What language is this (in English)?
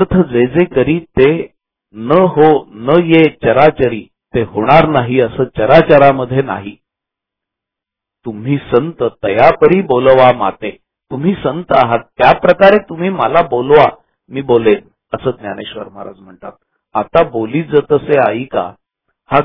Marathi